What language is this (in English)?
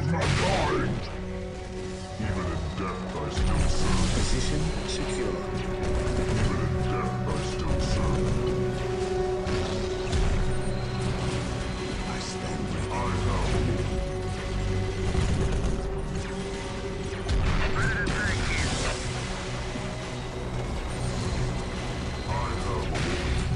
English